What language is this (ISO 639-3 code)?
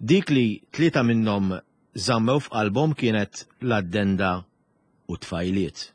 mlt